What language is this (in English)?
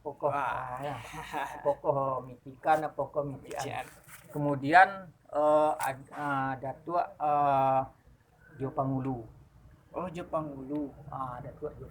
Minangkabau